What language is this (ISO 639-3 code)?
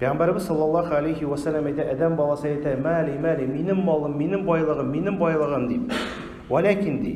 tat